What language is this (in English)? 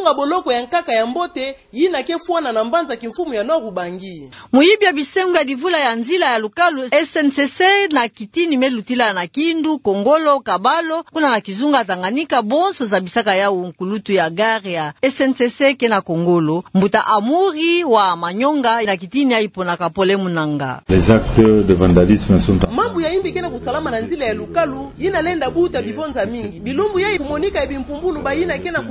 Kituba (Democratic Republic of Congo)